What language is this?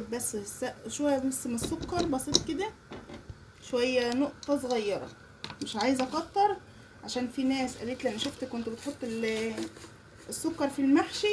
Egyptian Arabic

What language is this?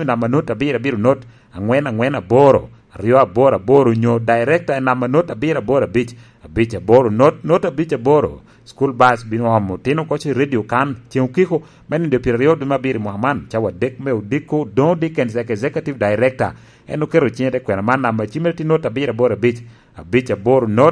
Lango (Uganda)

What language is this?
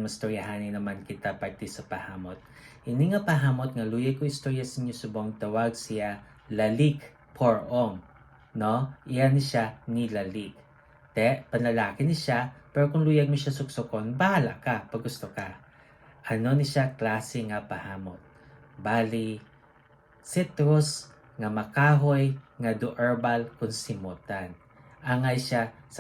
Hiligaynon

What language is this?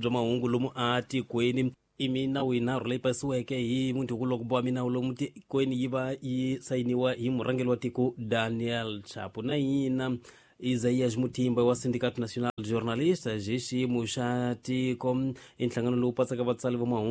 Tsonga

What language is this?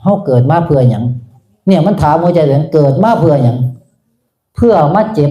Northeastern Thai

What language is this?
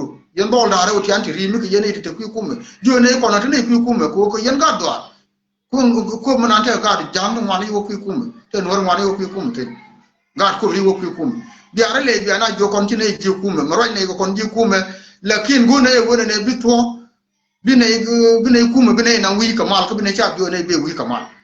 Nuer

